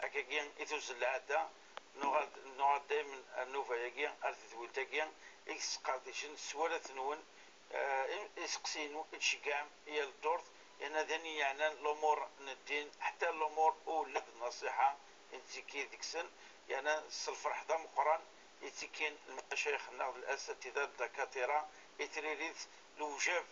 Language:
Kabyle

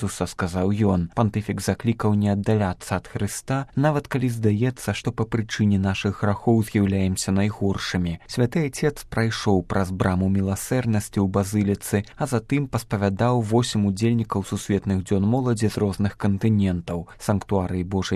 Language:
Belarusian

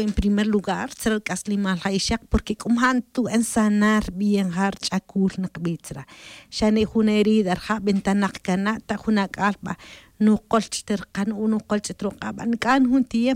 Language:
Tz'utujil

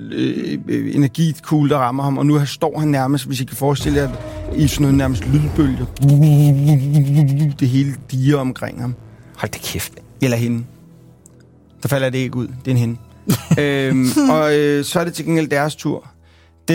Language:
Danish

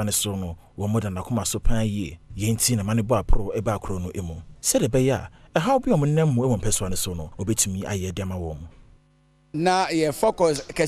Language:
Akan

